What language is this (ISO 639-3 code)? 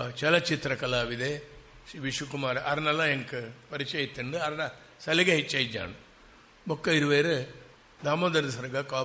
tcy